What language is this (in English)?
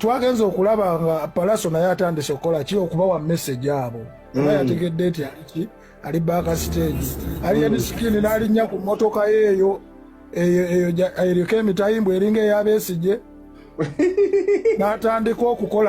Ganda